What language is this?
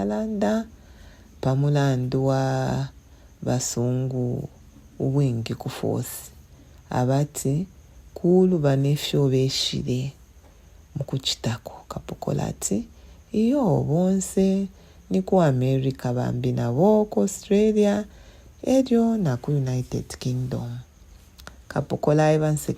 Bemba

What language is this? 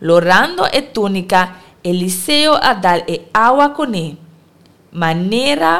Papiamento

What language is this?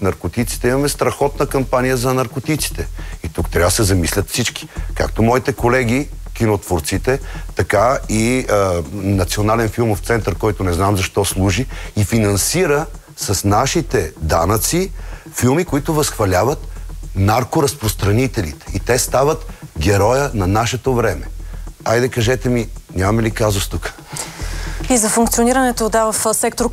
Bulgarian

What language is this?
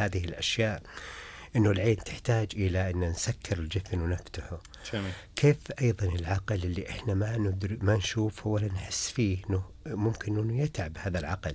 Najdi Arabic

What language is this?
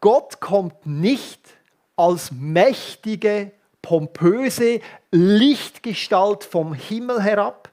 Swiss German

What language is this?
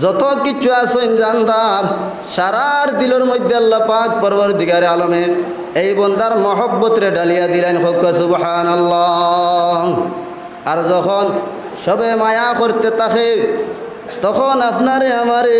Sylheti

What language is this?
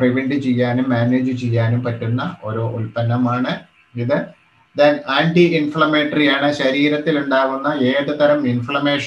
Malayalam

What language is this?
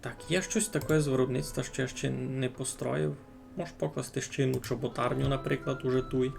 Rusyn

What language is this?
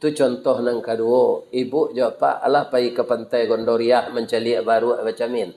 Minangkabau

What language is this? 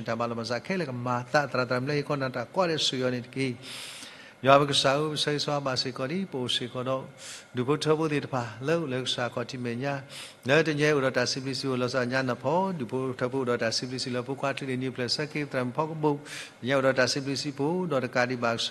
S'gaw Karen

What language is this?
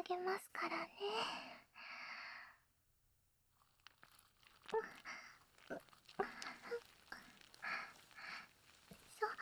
Japanese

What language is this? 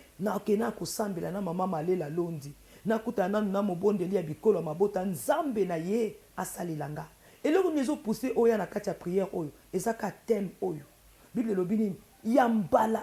Lingala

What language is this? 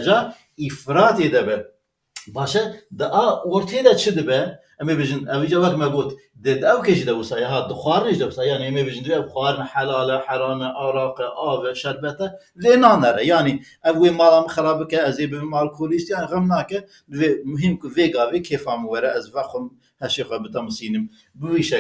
Kurdish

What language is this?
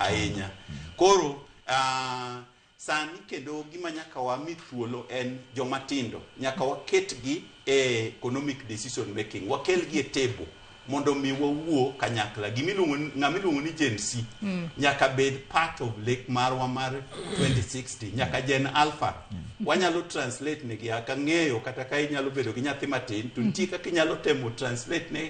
Luo (Kenya and Tanzania)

